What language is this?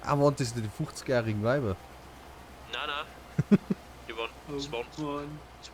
Bavarian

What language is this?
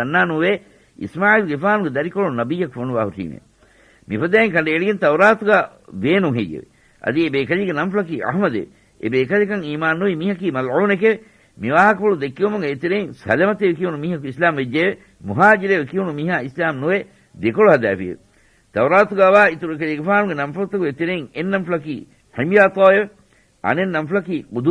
Divehi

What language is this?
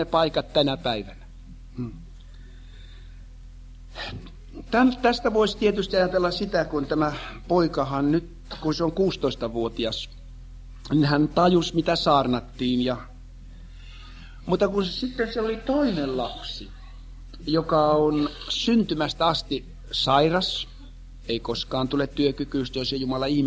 Finnish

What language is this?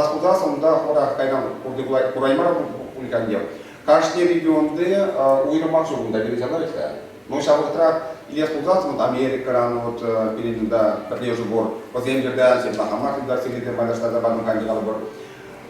Chuvash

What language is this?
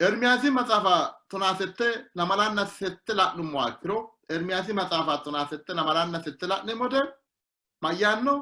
Sidamo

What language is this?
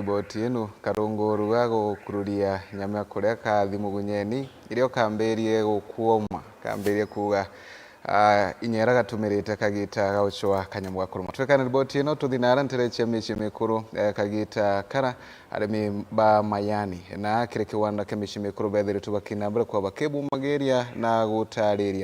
Meru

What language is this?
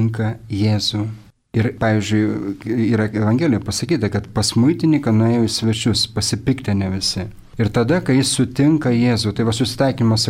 Lithuanian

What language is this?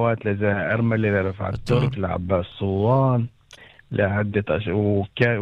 North Levantine Arabic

